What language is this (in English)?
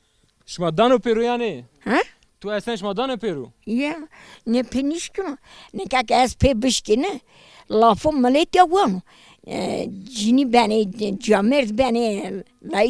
Zaza